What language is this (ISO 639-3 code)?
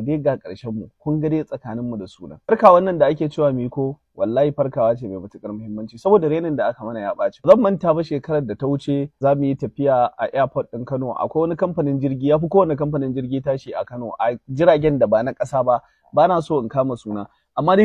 hau